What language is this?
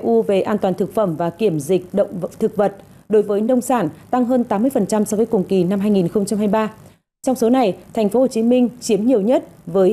Vietnamese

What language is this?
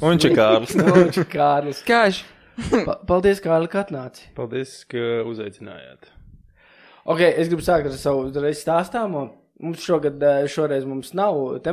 Latvian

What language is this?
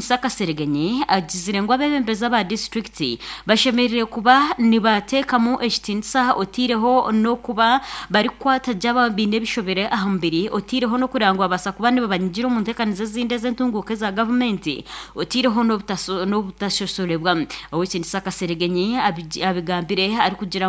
Nyankole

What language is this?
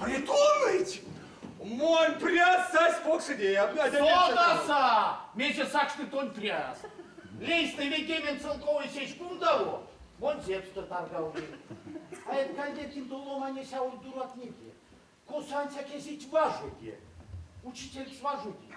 Erzya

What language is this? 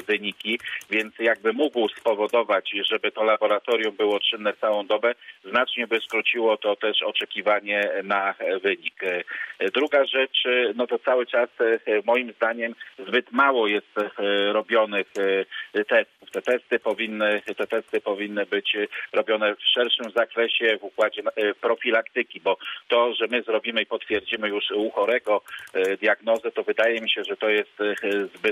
Polish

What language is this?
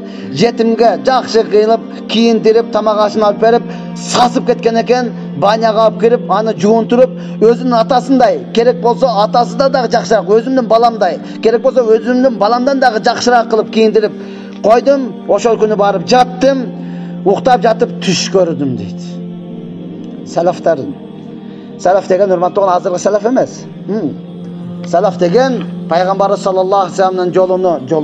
Kyrgyz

